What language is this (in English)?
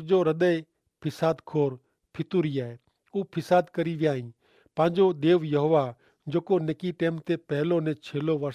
Kachhi